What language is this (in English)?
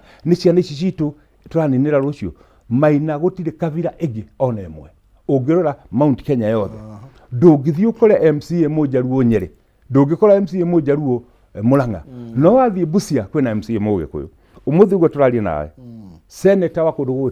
Kikuyu